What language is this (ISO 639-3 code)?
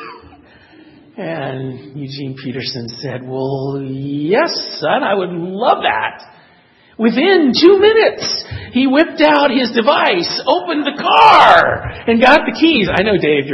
eng